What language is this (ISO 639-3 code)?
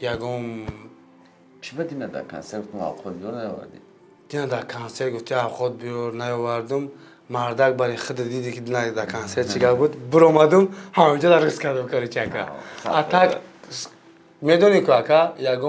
tgk